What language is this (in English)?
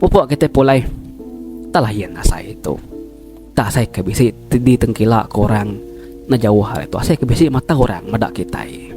Iban